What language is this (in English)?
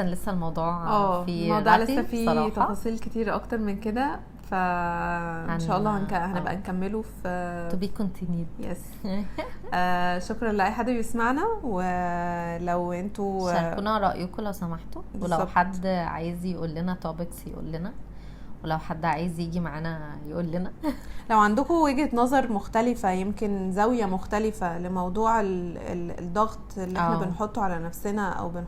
Egyptian Arabic